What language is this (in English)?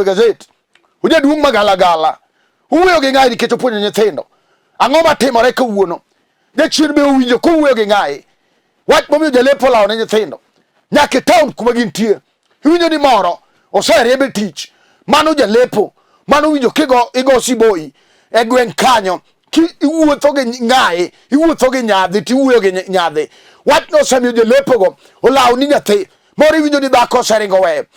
Luo (Kenya and Tanzania)